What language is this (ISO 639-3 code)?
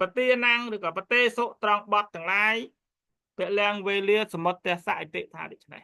khm